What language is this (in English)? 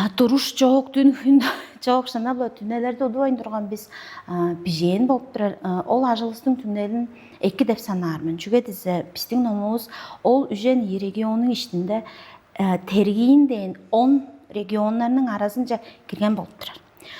Tuvinian